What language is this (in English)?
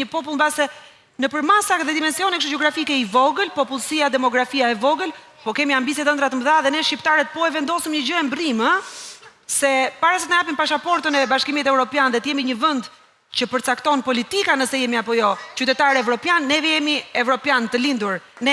Albanian